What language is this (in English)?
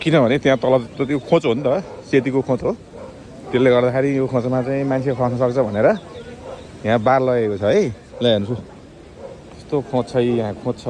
Nepali